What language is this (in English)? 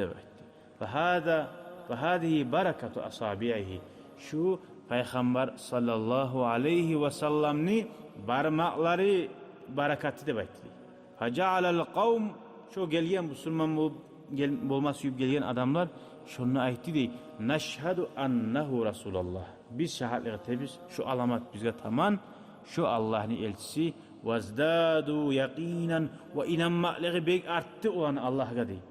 Kumyk